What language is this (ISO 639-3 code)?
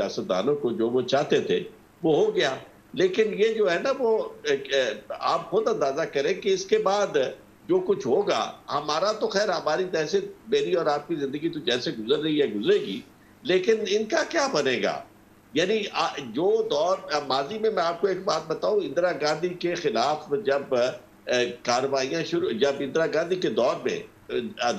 urd